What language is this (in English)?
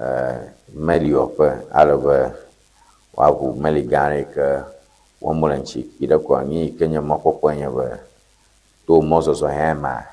Ewe